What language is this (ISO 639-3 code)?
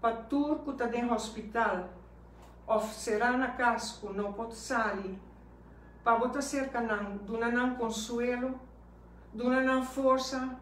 pap